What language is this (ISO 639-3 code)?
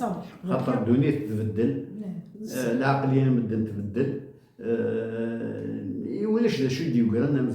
kab